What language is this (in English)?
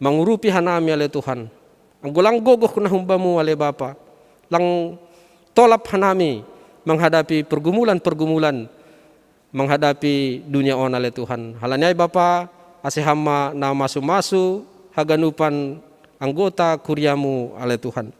Batak Simalungun